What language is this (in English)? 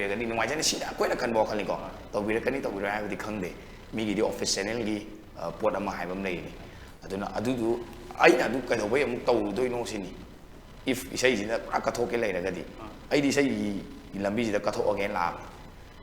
Manipuri